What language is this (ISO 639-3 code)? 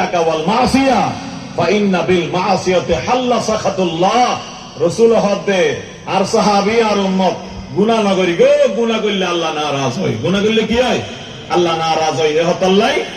rhg